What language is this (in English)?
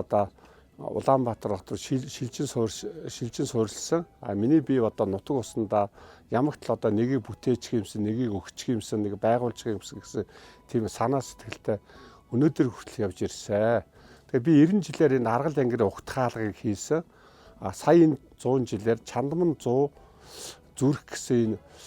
Mongolian